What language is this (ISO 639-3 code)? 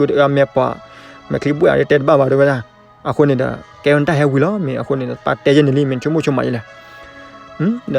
ksw